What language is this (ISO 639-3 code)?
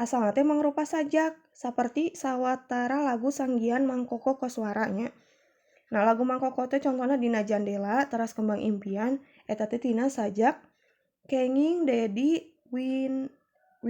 sun